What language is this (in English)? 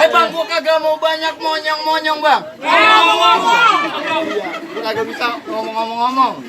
Betawi